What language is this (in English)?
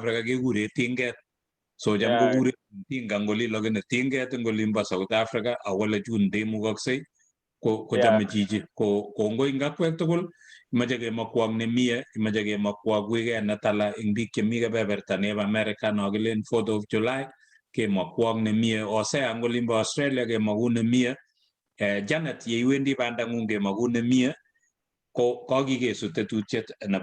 Kalenjin